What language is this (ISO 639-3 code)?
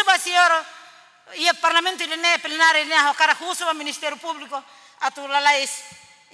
tet